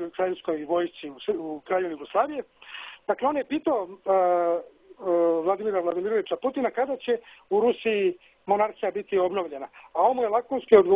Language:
Serbian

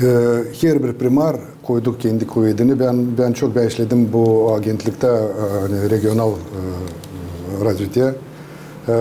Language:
Gagauz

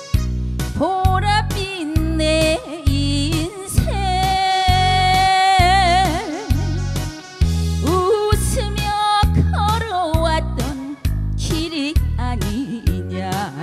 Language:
Korean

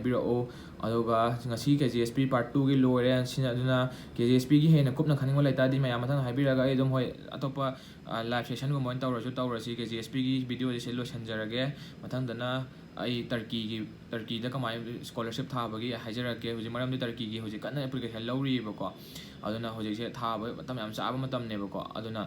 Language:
Manipuri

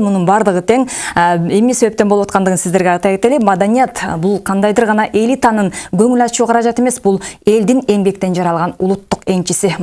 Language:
Kyrgyz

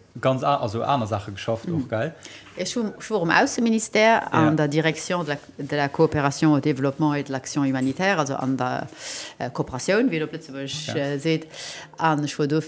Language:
Luxembourgish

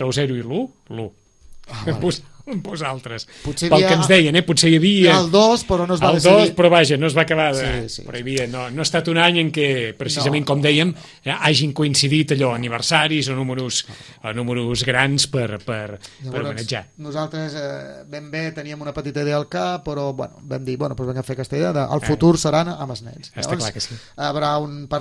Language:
Catalan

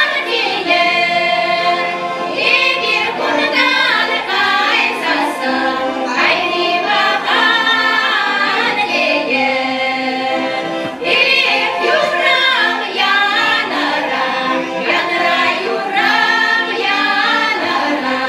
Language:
Chuvash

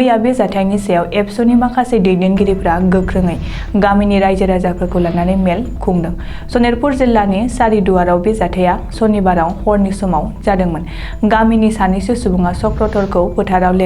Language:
Bodo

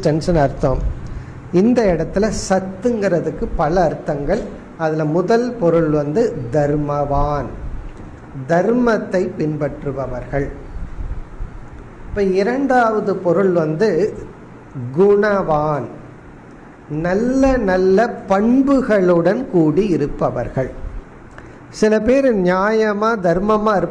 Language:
Tamil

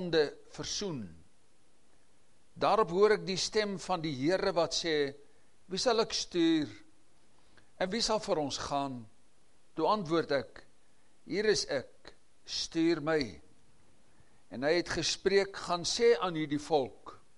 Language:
Afrikaans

